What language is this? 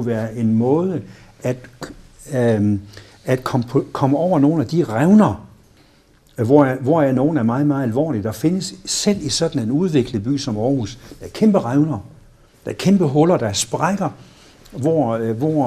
Danish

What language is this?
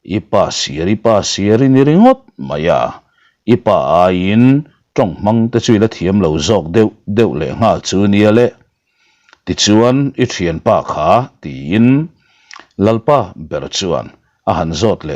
Mizo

